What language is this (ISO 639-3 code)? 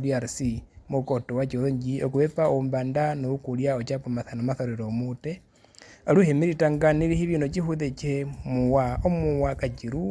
her